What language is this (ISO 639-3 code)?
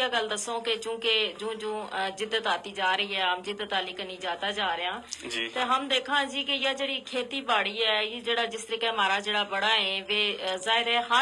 gju